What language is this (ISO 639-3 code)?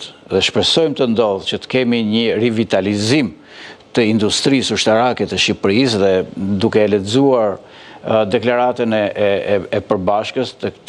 sqi